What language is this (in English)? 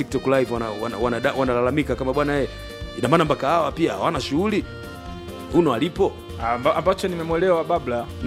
Swahili